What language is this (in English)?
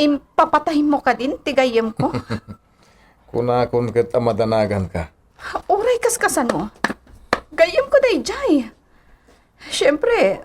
Iloko